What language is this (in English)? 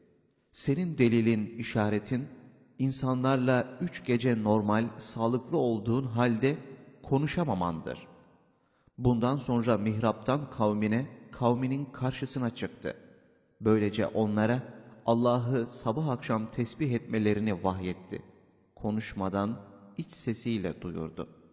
Turkish